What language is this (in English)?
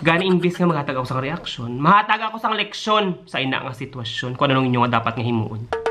Hiligaynon